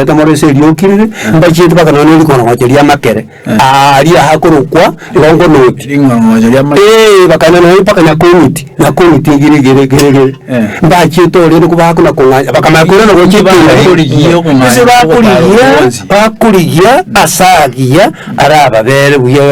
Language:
Gusii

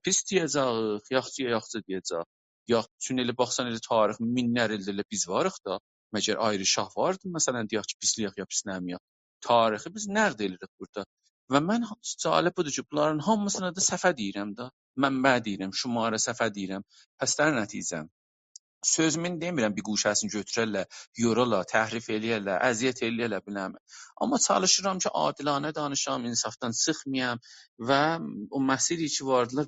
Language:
South Azerbaijani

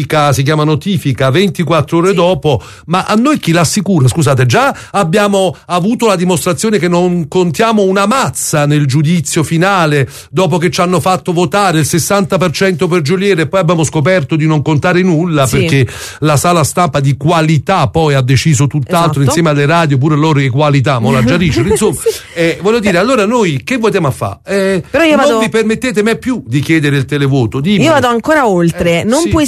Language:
Italian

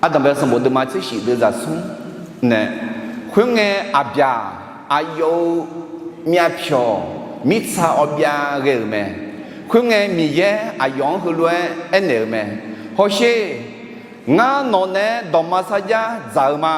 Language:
Akha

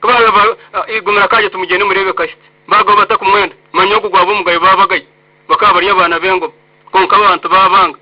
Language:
Nyankole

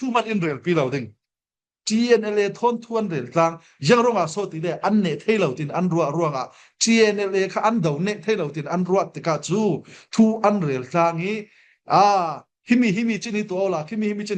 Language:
Falam Chin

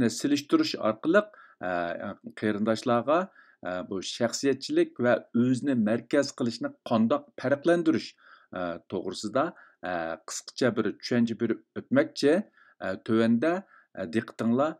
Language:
Uyghur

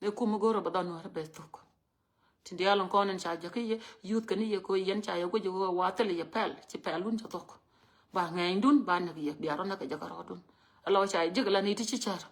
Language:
Nuer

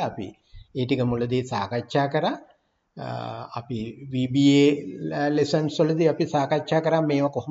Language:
Sinhala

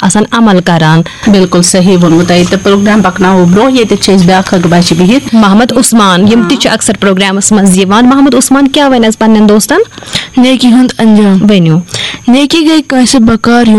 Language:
Kashmiri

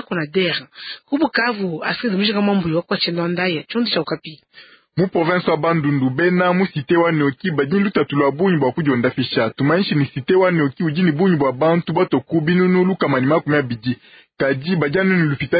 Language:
Luba-Lulua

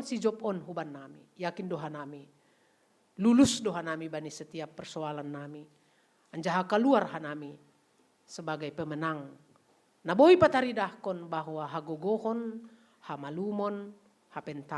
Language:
Batak Simalungun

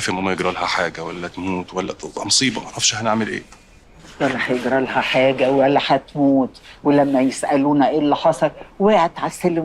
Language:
Egyptian Arabic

